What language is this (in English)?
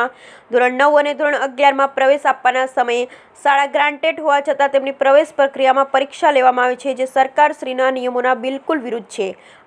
Gujarati